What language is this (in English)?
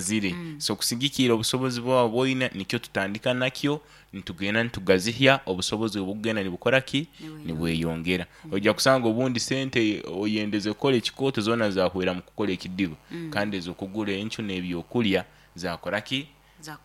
Nyoro